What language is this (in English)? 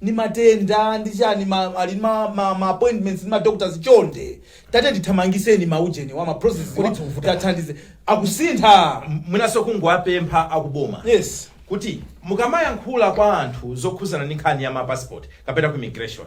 Nyanja